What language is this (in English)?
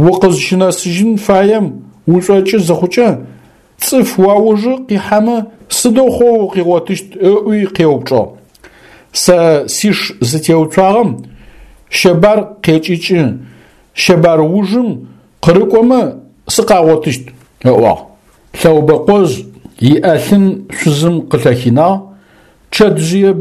Adyghe